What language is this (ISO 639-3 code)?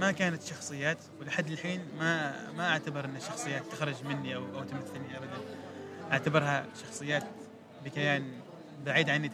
afb